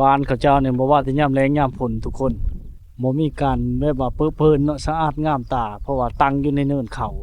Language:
Lao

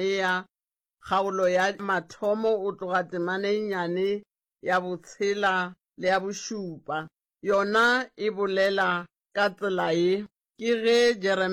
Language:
Northern Sotho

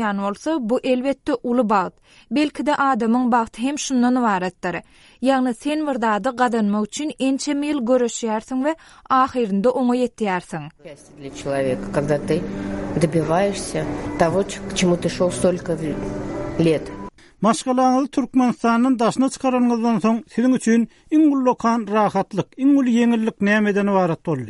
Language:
Kyrgyz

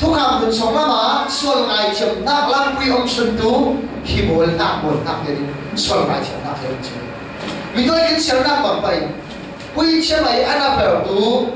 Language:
Falam Chin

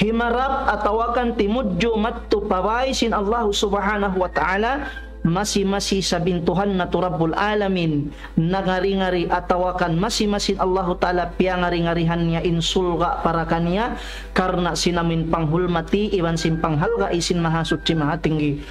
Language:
Tausug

